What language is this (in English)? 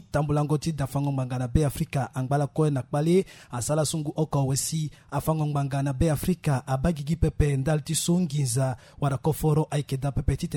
Sango